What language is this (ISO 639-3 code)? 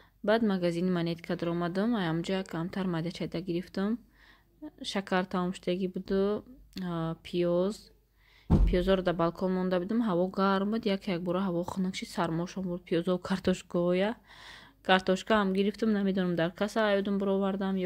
tgk